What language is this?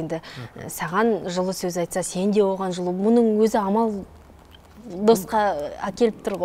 Kazakh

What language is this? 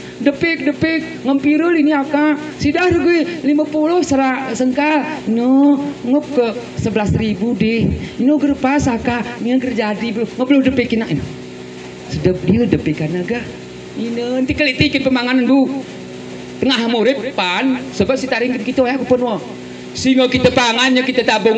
Gayo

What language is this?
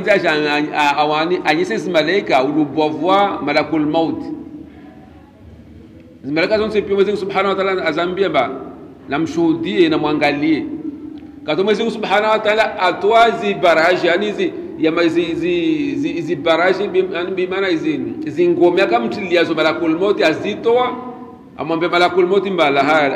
Swahili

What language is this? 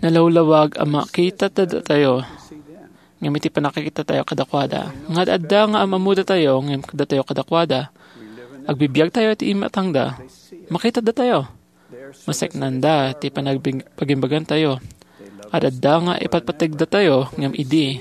Iloko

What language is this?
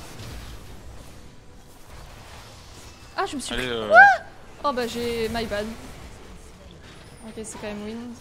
French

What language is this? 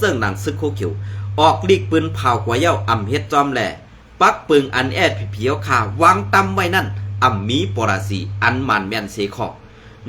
Shan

